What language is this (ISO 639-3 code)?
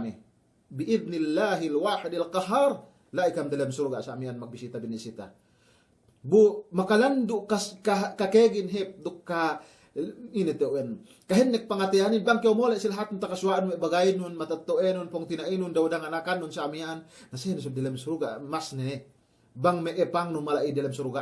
yka